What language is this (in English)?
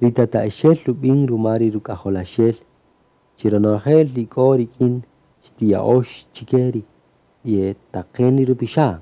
Kaqchikel